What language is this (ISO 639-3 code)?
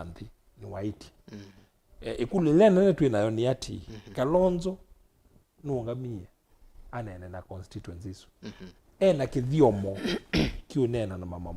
kam